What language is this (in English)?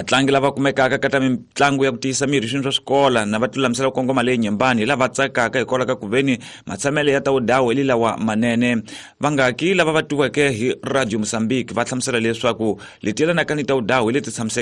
Tsonga